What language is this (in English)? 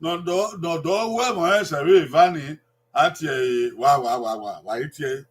Bini